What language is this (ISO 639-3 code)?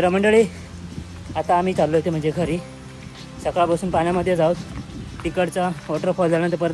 mar